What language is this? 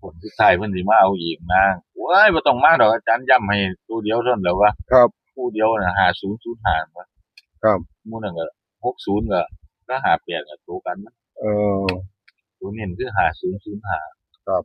Northeastern Thai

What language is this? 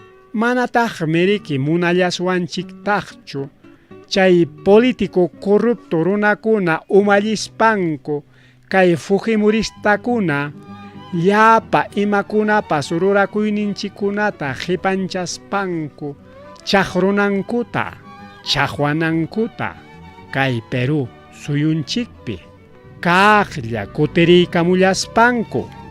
Ayacucho Quechua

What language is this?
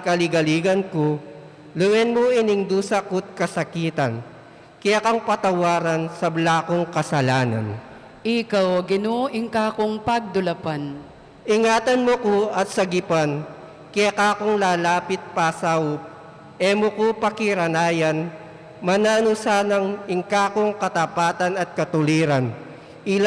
Pampanga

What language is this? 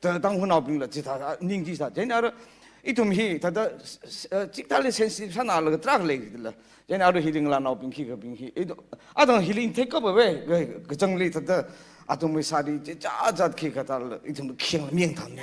Tangkhul Naga (India)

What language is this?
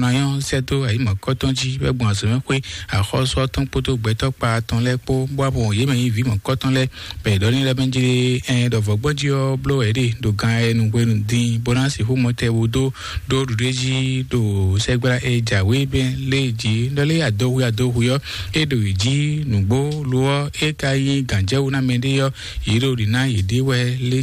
Fon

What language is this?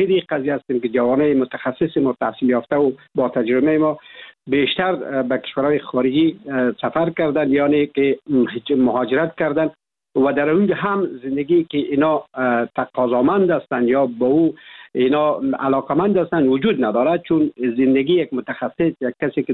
Persian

